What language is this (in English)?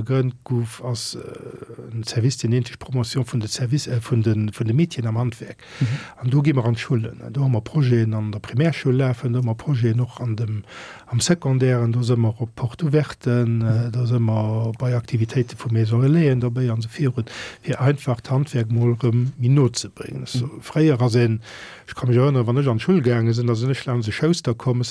Luxembourgish